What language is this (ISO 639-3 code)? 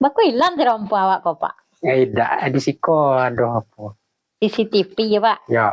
min